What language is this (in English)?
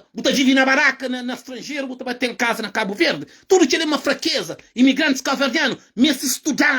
Kabuverdianu